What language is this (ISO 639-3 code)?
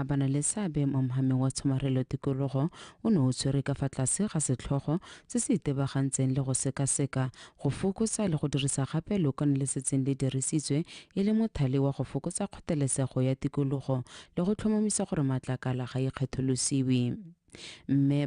tsn